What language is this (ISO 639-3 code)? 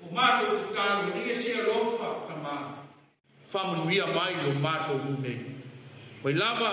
smo